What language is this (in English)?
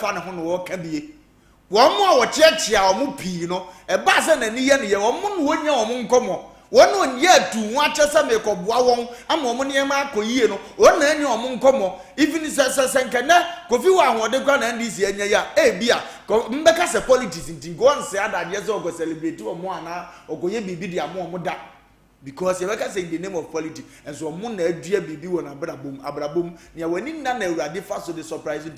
Akan